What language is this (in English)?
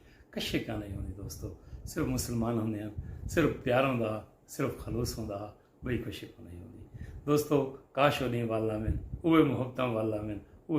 Saraiki